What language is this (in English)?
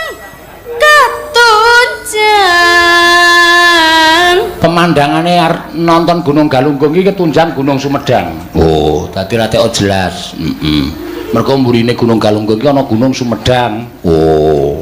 Javanese